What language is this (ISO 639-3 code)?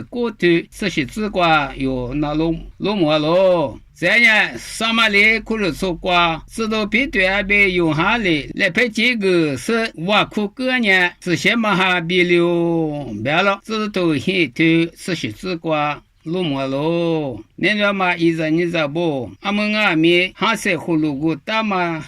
lis